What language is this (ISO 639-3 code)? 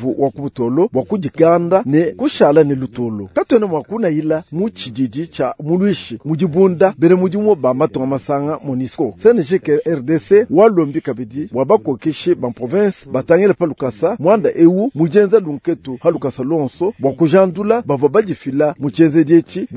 lua